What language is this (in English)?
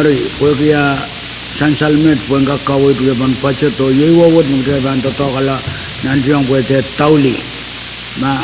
Pohnpeian